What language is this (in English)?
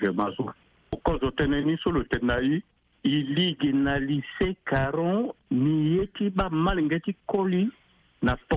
Sango